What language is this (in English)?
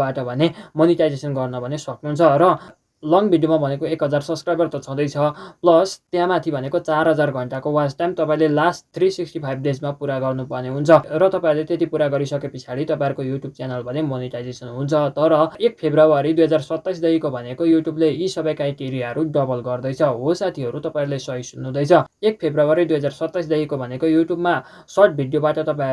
Nepali